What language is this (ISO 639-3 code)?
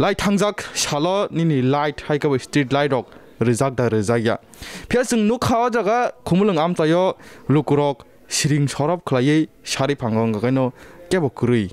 trp